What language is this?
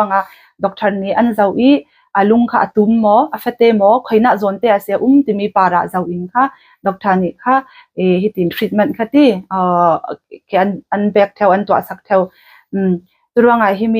Falam Chin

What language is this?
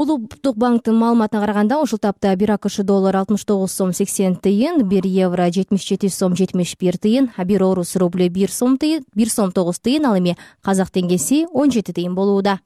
Kyrgyz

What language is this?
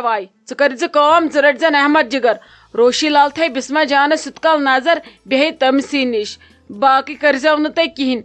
Kashmiri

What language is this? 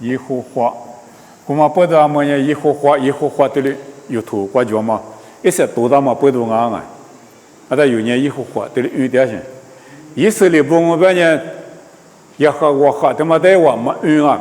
Lisu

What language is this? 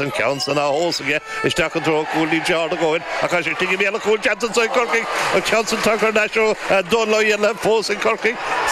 Irish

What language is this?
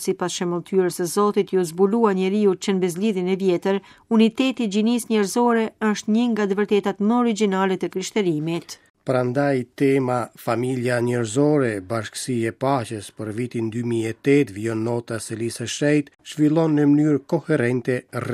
Albanian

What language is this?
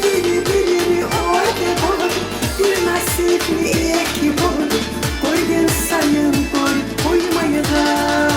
Kumyk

